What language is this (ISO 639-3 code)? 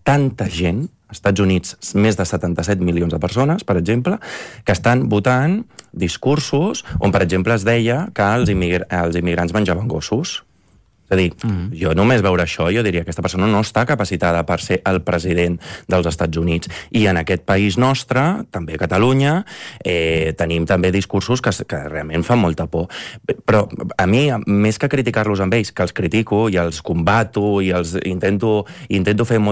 cat